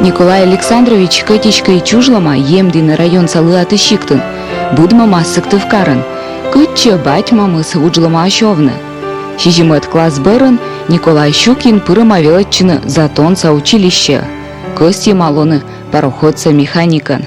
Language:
Komi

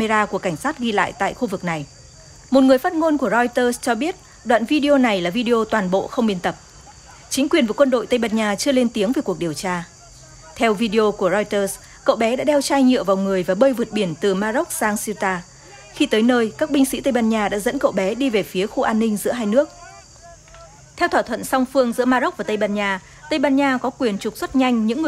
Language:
Vietnamese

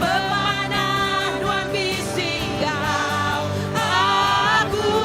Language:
Iban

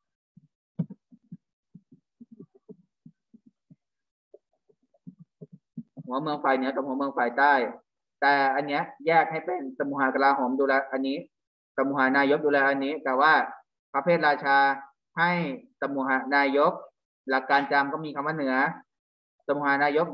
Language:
Thai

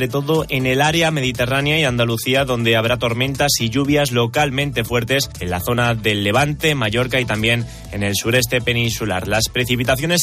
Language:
Spanish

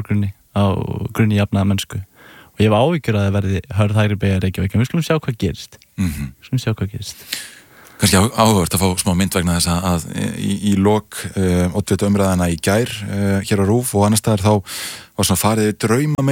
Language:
Icelandic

